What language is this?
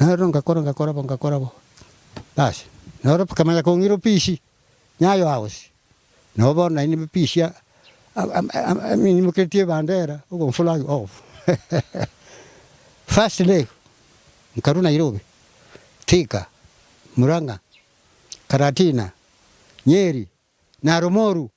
Gusii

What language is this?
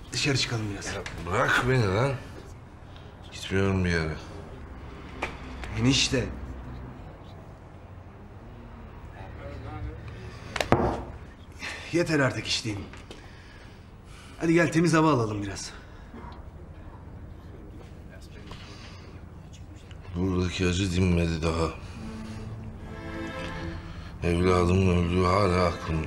Turkish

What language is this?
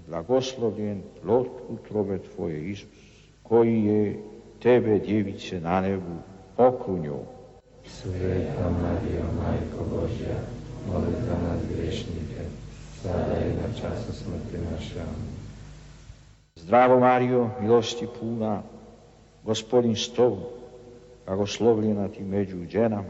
Croatian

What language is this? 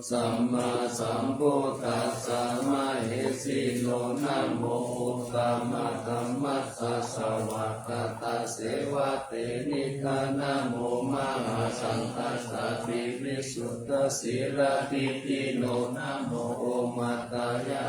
Pali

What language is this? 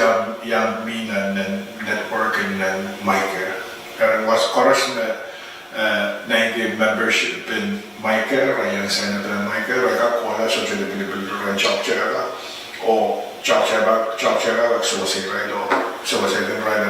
Pohnpeian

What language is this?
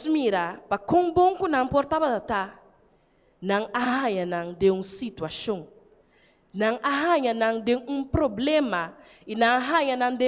Papiamento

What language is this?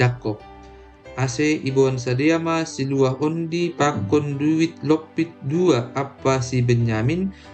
Batak Simalungun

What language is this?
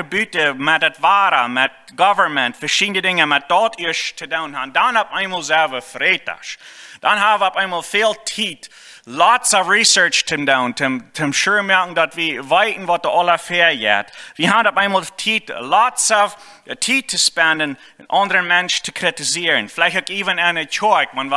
Plautdietsch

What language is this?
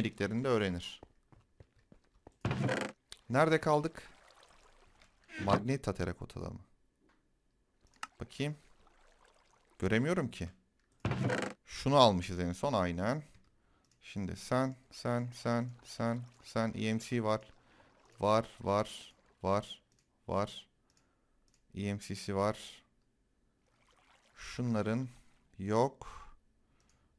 Turkish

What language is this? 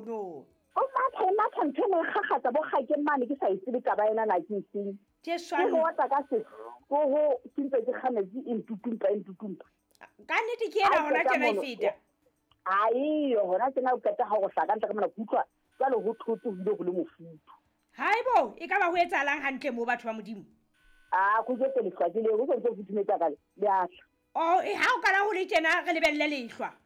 Southern Sotho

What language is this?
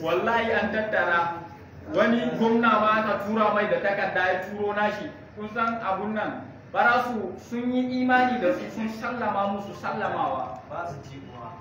Hausa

